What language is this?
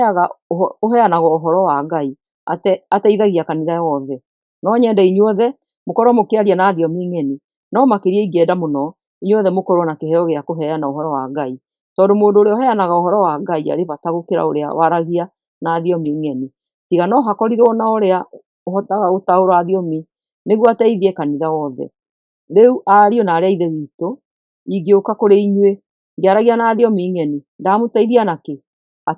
Kikuyu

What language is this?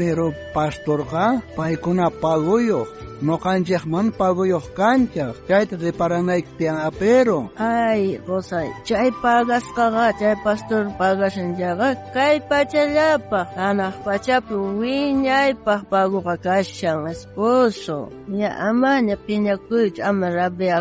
South Bolivian Quechua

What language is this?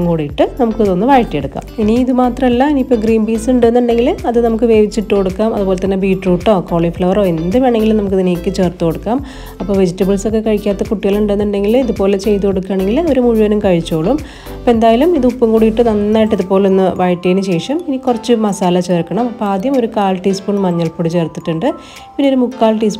Malayalam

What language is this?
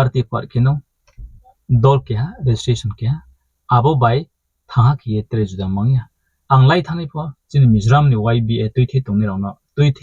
Riang (India)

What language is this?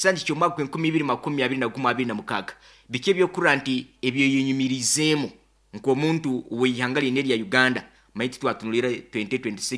Nyoro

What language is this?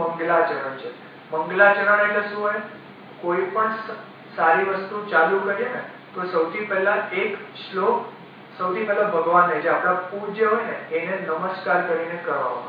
Gujarati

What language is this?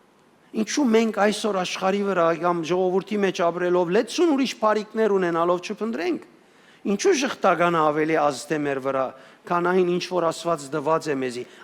Western Armenian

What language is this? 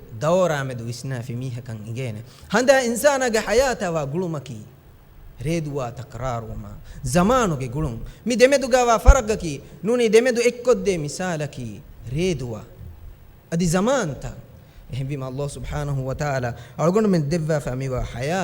Divehi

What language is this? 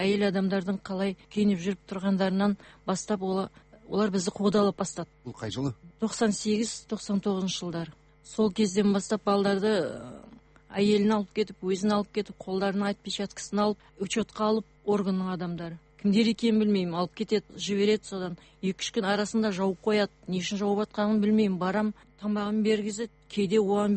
Kazakh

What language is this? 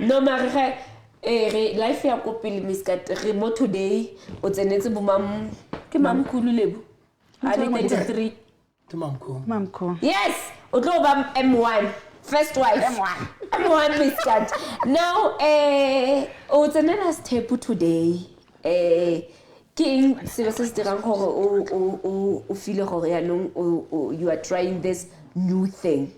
Southern Sotho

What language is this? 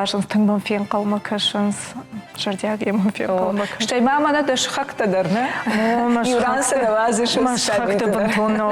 Ossetic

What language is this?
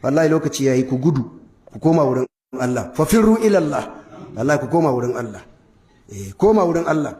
Hausa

